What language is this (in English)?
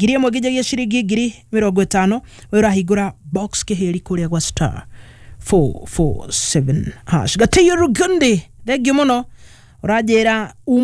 Kikuyu